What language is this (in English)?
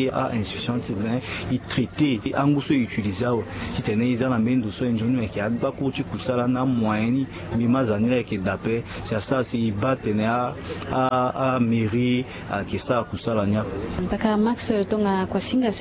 Sango